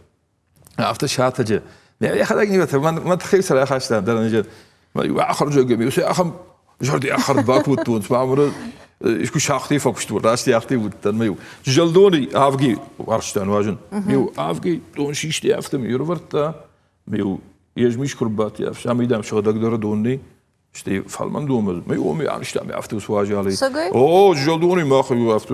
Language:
Ossetic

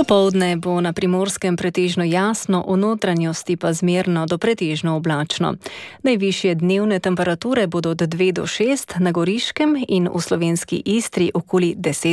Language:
Slovenian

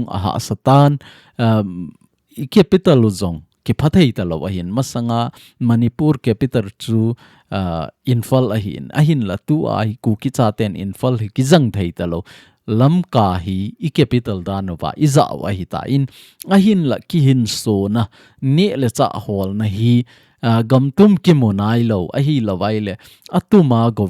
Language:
Thado Chin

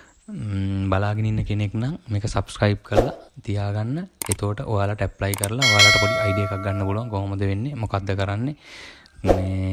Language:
Sinhala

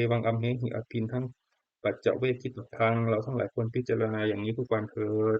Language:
Pali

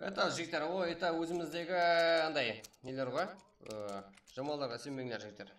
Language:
Kara-Kalpak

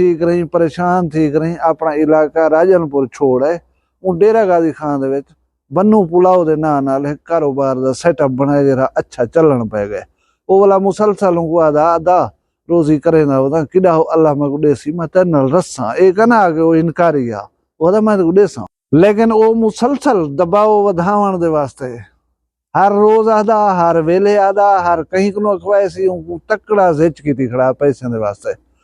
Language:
Saraiki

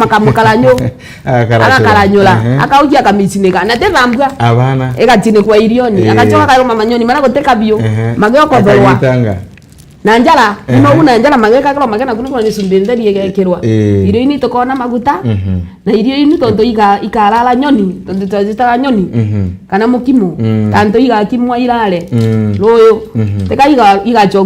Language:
Meru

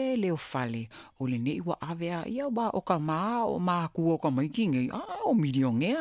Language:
Samoan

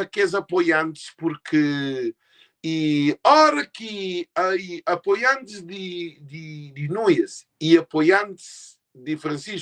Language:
Kabuverdianu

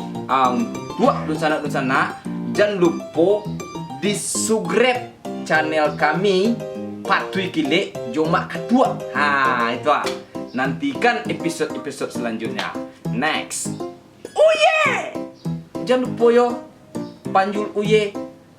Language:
Minangkabau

